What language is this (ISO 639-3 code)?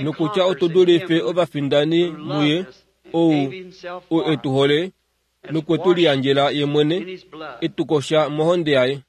kua